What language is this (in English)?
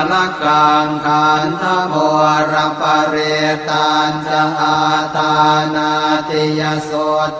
Pali